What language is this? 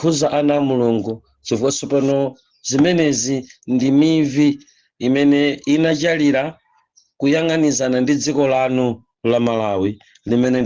Nyanja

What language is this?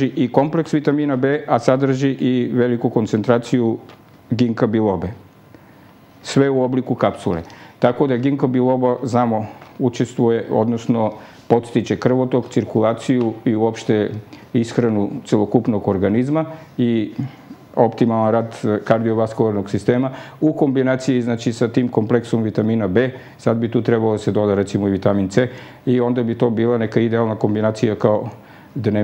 Serbian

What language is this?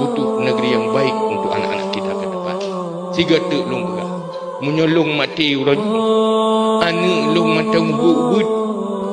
Achinese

